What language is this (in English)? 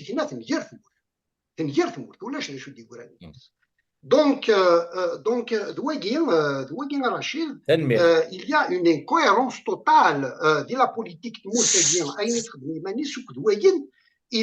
Kabyle